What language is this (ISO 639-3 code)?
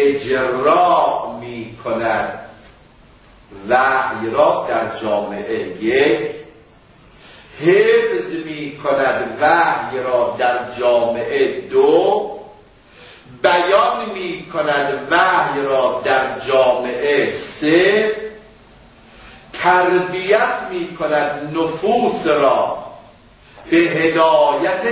fas